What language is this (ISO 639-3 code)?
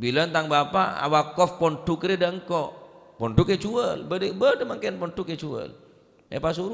mad